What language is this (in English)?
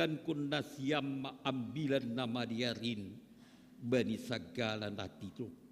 Batak Simalungun